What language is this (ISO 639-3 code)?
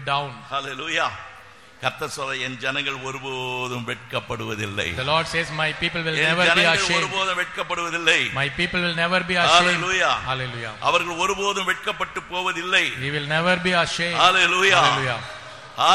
tam